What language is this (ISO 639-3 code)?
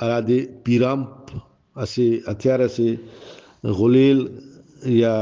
brh